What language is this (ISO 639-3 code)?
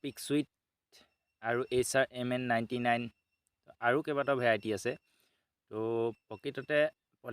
asm